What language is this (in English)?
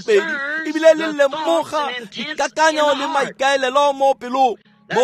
Tswana